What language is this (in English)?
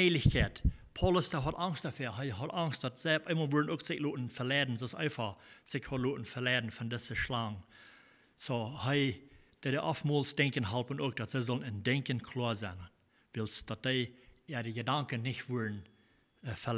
Plautdietsch